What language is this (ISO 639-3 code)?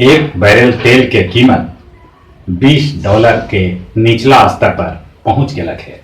mag